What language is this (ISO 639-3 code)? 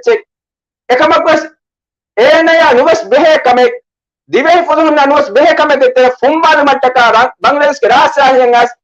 div